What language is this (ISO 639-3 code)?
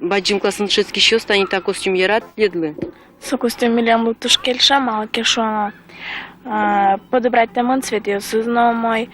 udm